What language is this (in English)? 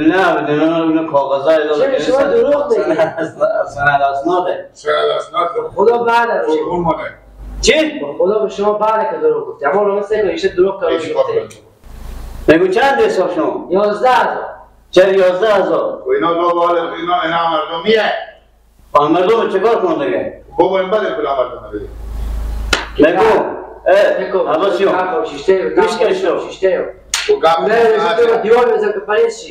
Persian